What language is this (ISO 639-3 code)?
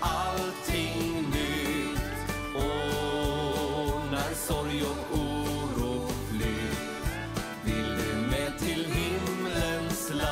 swe